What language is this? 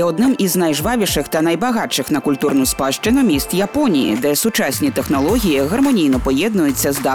Ukrainian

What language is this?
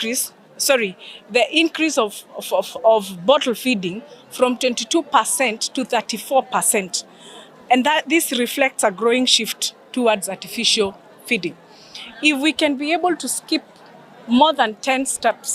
Gusii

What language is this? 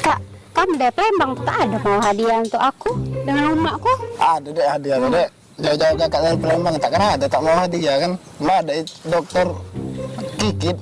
Musi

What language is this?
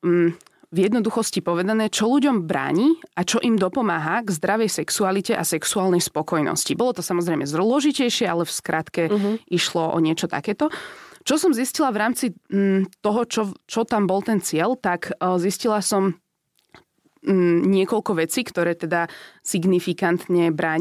Slovak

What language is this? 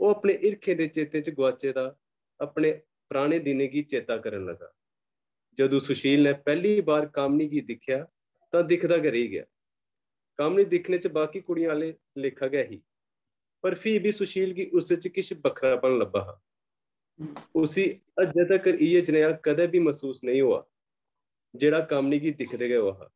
Dogri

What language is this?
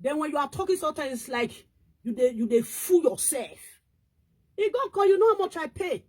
Nigerian Pidgin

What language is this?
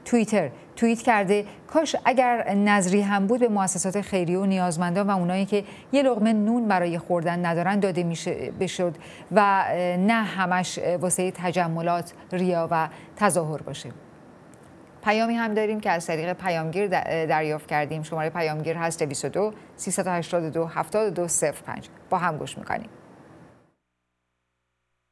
Persian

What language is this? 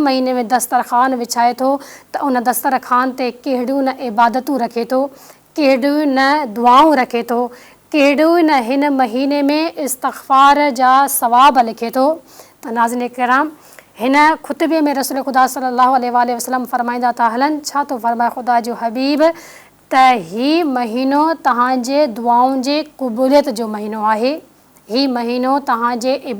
Sindhi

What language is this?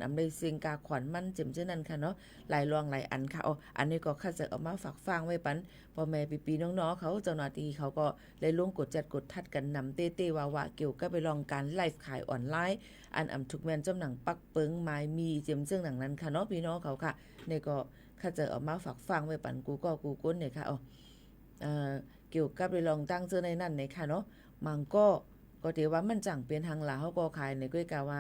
Shan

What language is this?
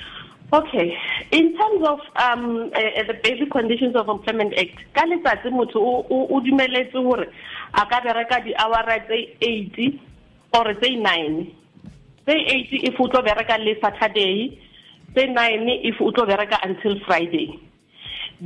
Southern Sotho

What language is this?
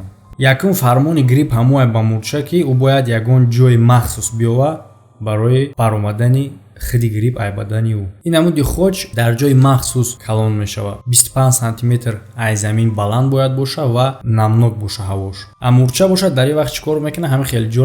Tajik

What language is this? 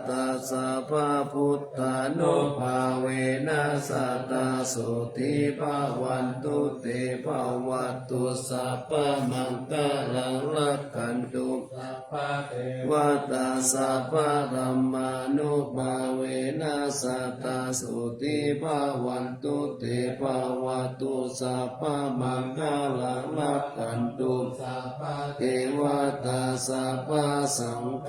Pali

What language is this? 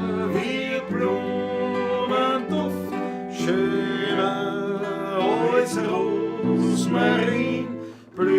Bavarian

